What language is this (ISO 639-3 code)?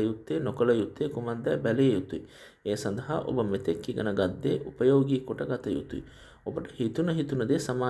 sin